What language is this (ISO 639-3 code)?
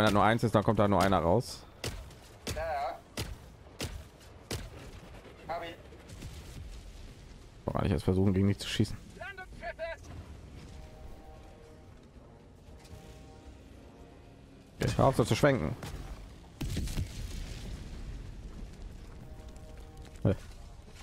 deu